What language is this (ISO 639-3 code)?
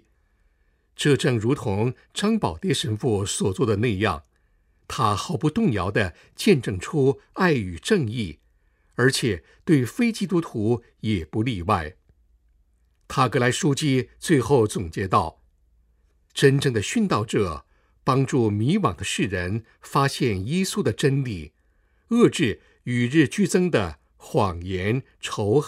zho